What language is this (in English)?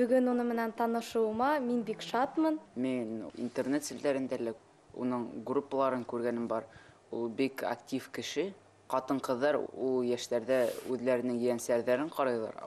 Bashkir